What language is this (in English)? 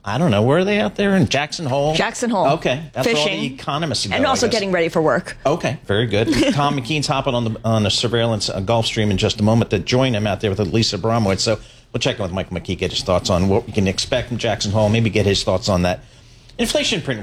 English